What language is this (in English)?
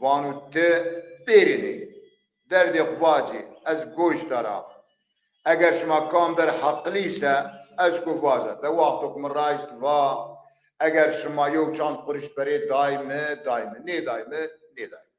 Zaza